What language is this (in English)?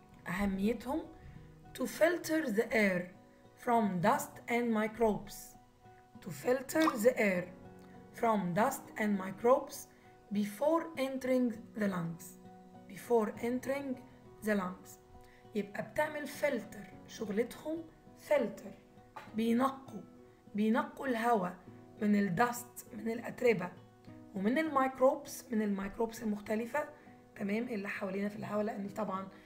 Egyptian Arabic